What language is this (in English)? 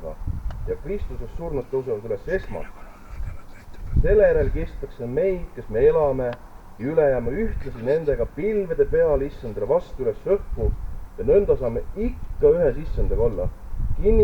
Estonian